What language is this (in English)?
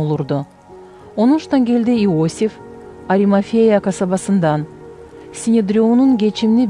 Gagauz